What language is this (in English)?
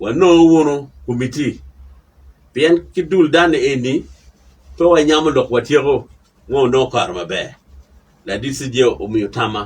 Acoli